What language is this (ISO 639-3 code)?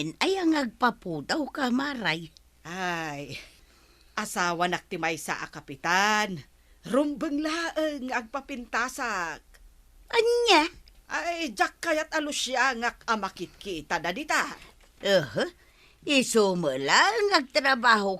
ilo